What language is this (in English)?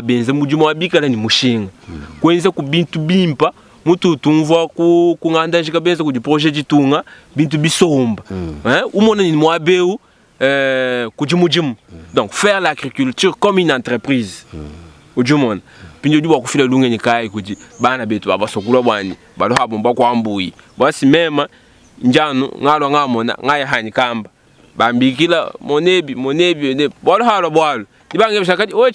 Luba-Lulua